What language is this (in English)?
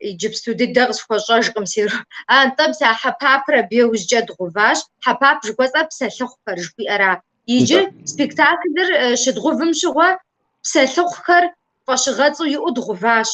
Kabardian